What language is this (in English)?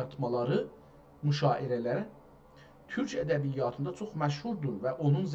South Azerbaijani